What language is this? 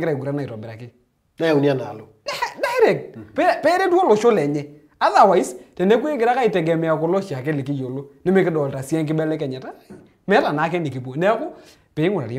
Masai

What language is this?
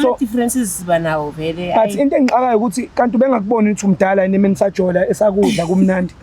Zulu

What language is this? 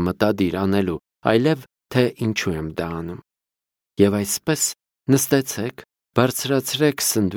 Armenian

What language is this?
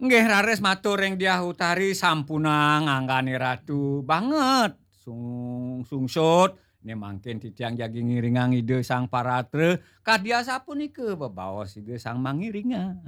Balinese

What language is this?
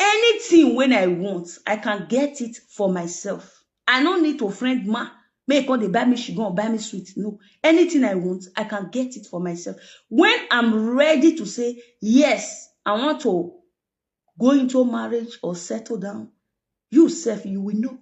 Nigerian Pidgin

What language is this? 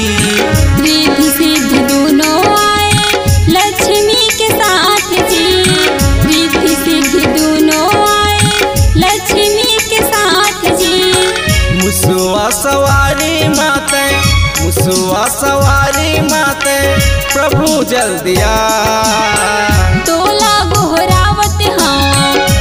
Chhattisgarhi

